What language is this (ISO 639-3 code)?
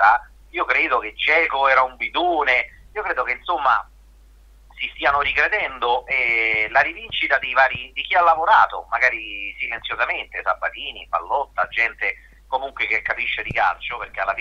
ita